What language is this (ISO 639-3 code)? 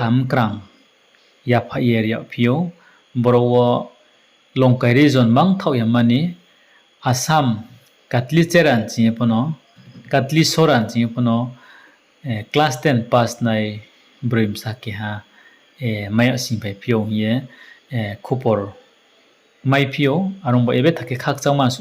ria